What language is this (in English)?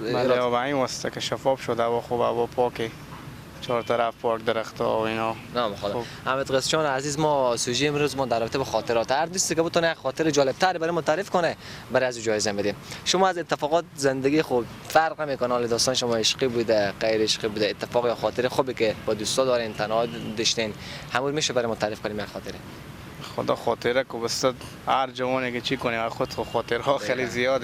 Persian